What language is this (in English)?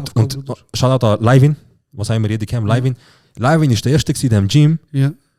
Swiss German